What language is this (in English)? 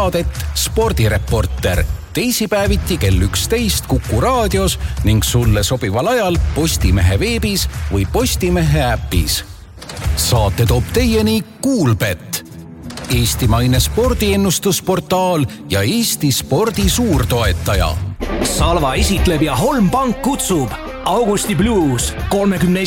Estonian